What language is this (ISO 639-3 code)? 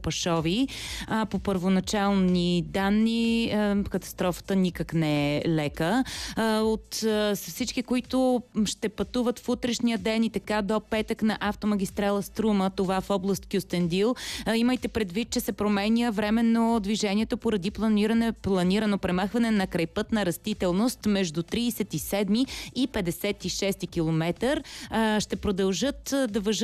bul